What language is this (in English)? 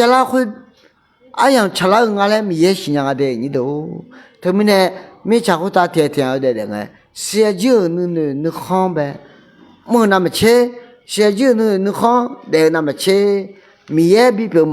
Akha